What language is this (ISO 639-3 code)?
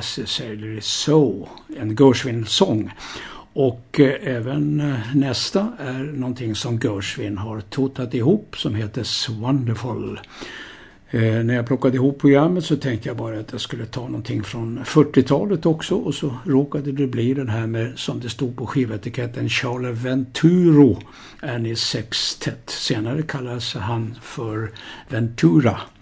swe